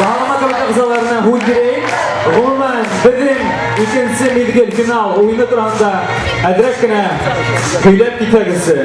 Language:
Bashkir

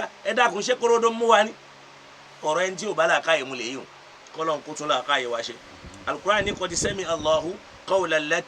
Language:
Yoruba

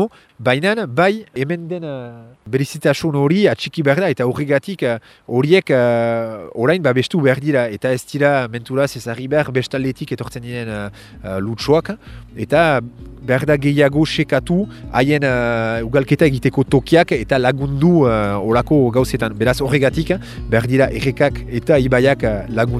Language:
Basque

